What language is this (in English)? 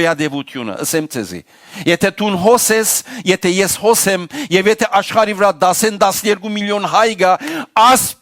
Western Armenian